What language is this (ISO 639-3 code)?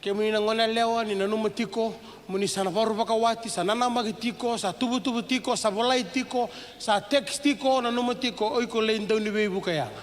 fij